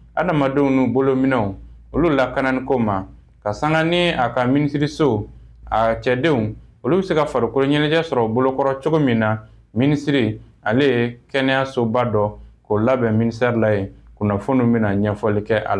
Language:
Bambara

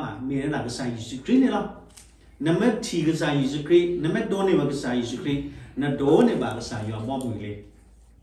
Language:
S'gaw Karen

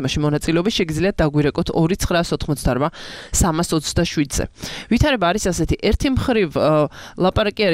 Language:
Georgian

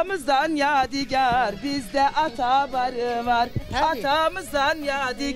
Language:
Zaza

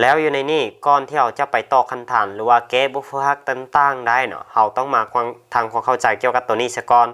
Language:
Lao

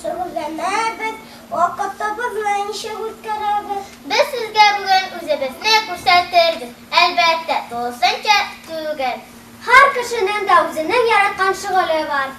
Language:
Tatar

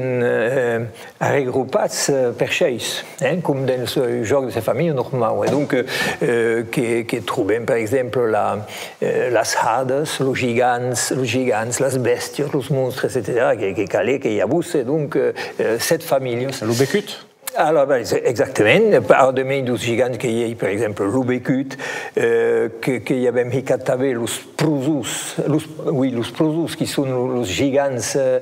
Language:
Occitan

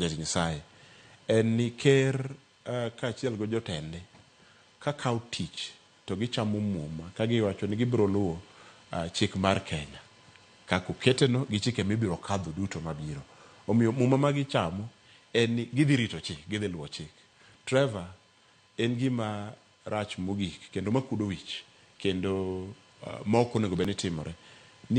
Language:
Luo (Kenya and Tanzania)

